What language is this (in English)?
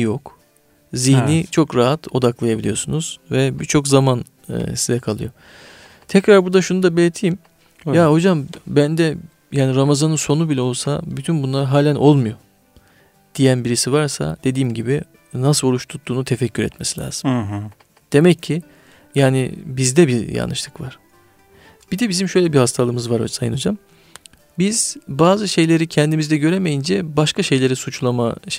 Turkish